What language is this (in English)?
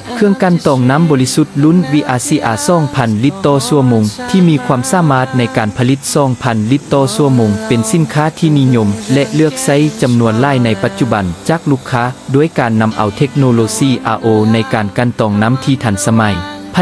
Lao